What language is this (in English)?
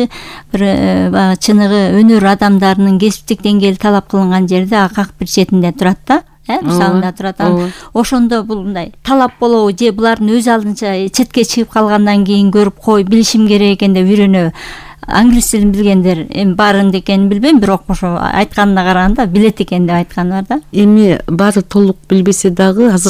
Kyrgyz